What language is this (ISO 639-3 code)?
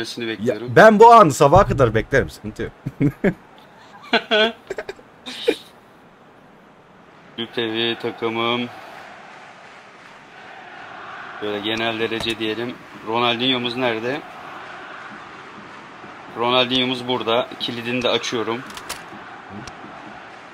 tur